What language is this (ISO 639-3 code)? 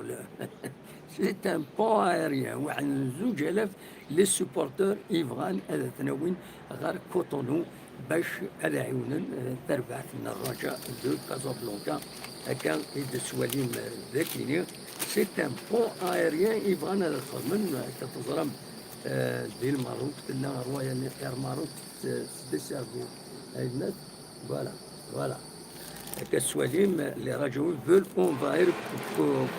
kab